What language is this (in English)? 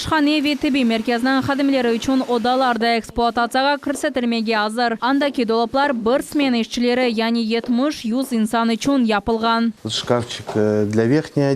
Crimean Tatar